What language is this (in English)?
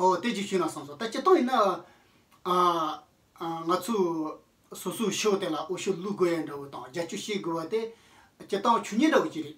Tibetan